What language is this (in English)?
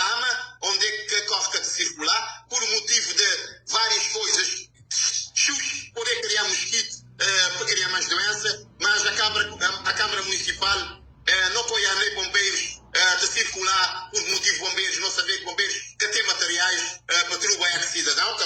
Kabuverdianu